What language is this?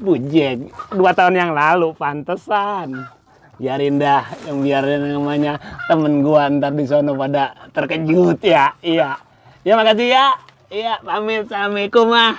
Betawi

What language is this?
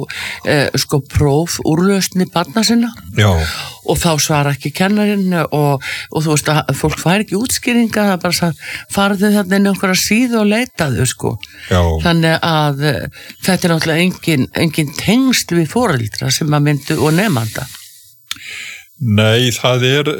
Icelandic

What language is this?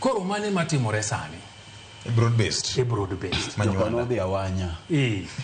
Luo (Kenya and Tanzania)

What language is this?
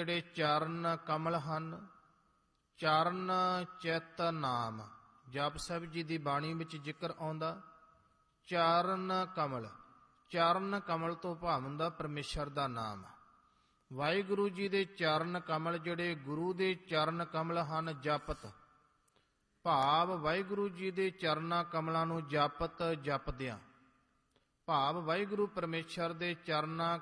Punjabi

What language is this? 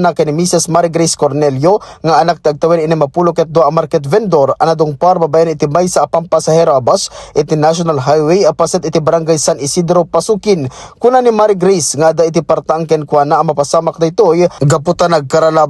Iloko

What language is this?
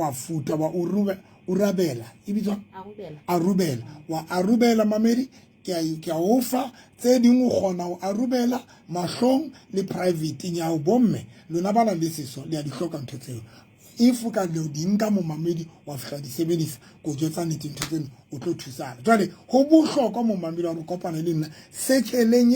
Southern Sotho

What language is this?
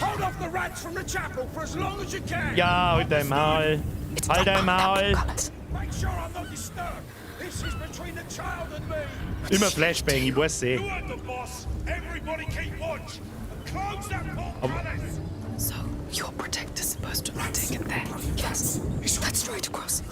Bavarian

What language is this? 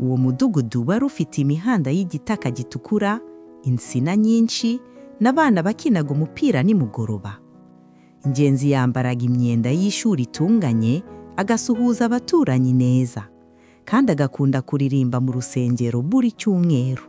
Kinyarwanda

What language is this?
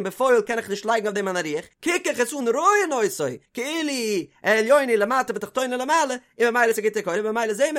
Yiddish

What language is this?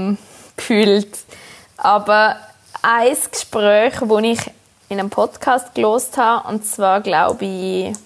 German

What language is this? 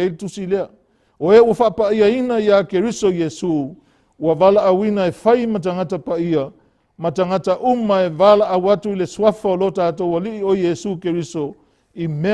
Samoan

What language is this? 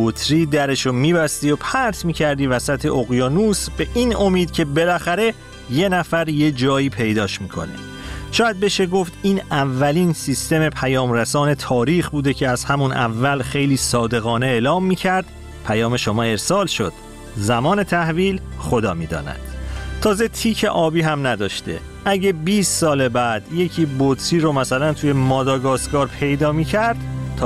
Persian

